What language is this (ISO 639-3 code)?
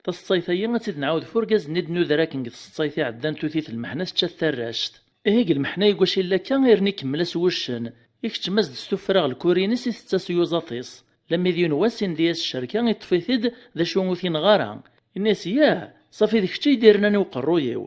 kab